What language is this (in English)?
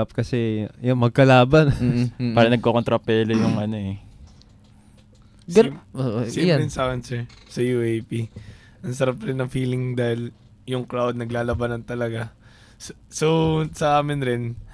Filipino